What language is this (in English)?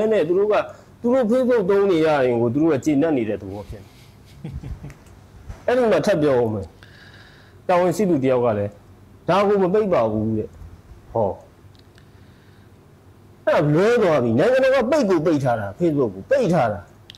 Burmese